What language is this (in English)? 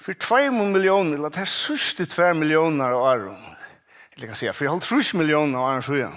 Faroese